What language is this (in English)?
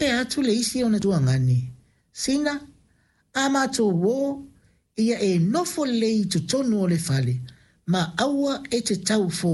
Samoan